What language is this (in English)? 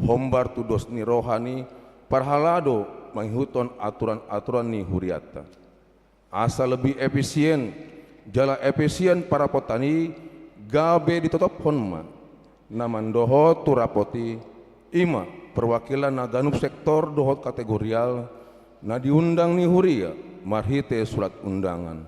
Batak Toba